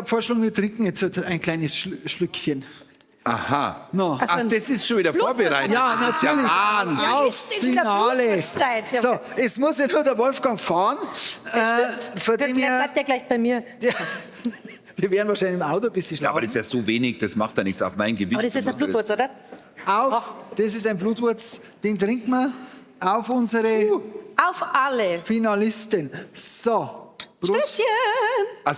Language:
Bavarian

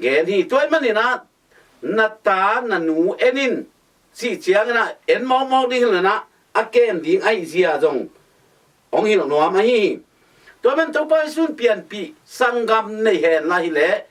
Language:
Tedim Chin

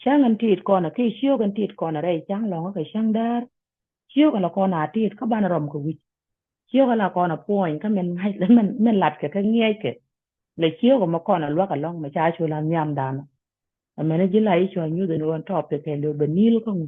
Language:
Nuer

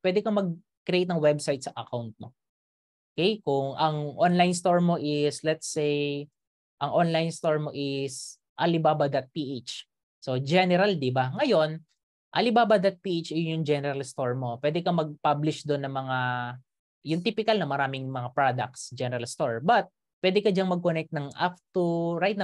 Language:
Filipino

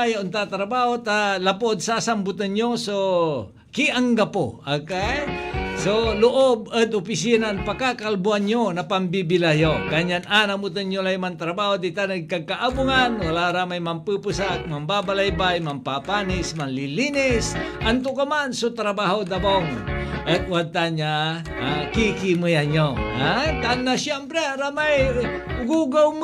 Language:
Pangasinan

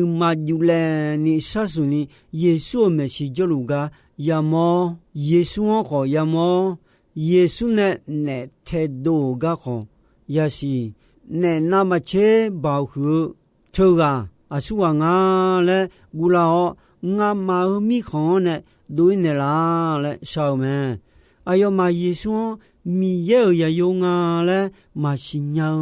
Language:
Akha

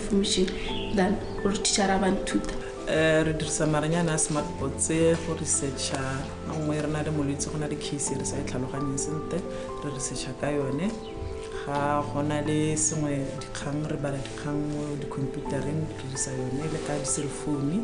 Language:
Tswana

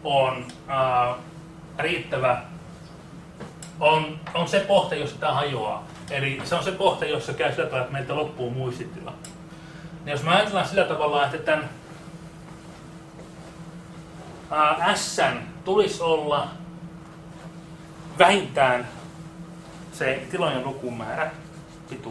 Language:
Finnish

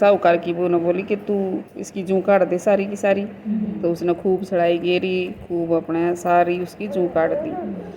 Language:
Haryanvi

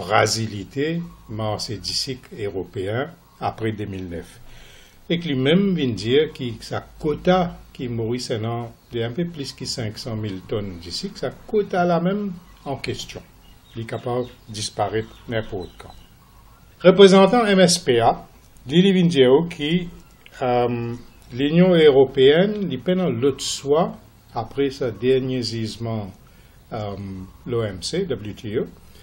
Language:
Morisyen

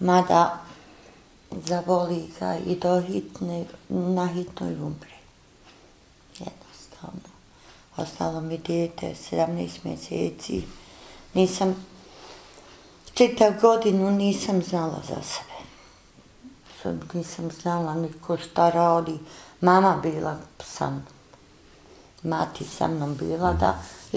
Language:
Bosnian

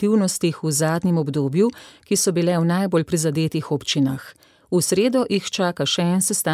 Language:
Slovenian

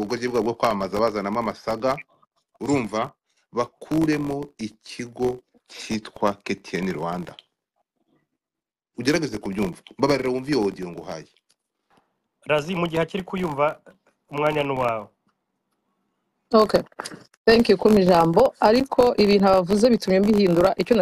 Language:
Kinyarwanda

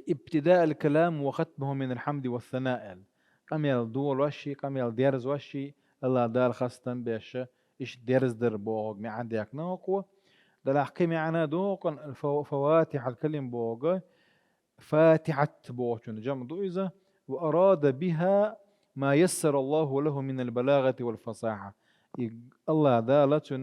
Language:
Chechen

